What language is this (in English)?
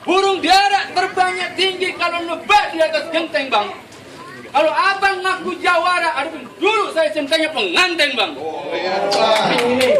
Betawi